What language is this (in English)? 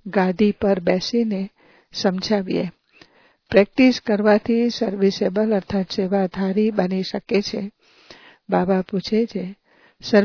Gujarati